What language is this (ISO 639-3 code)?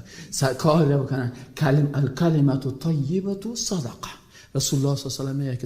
fas